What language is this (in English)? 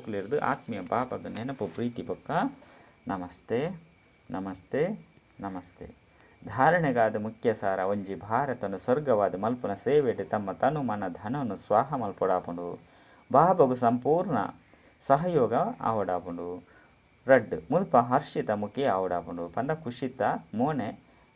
Tulu